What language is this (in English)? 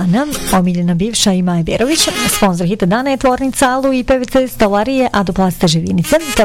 Bosnian